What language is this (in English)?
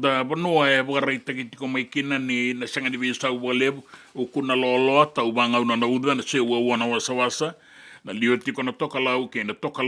Fijian